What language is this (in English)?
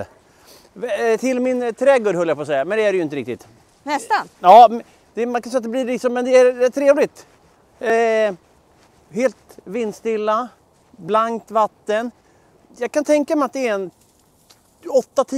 Swedish